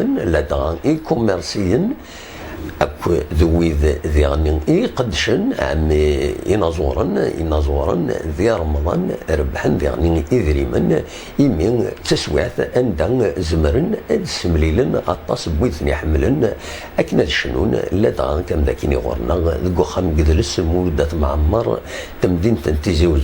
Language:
Kabyle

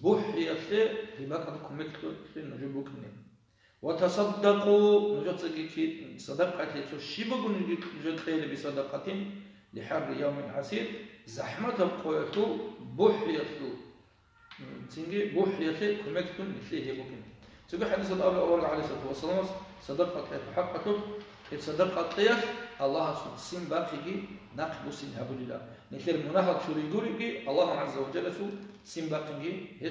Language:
Avaric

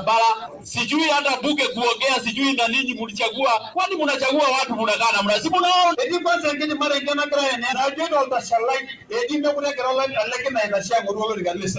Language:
Masai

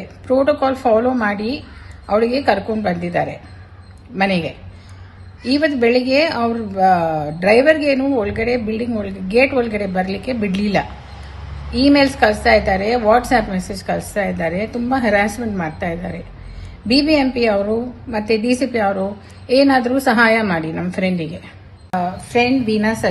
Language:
Kannada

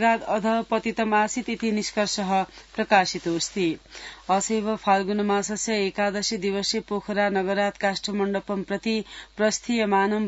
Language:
Sanskrit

